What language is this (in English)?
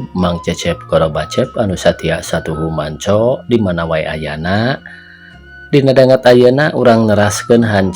Sundanese